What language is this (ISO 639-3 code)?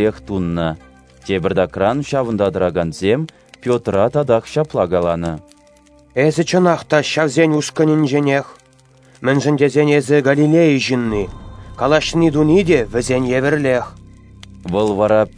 chv